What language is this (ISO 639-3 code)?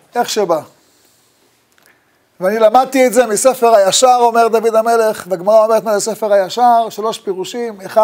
heb